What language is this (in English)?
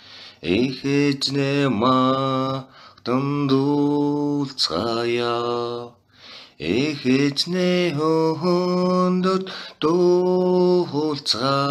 Mongolian